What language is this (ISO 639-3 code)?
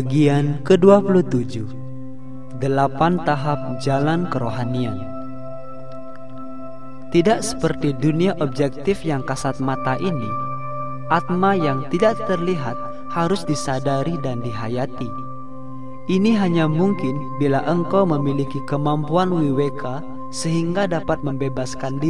ind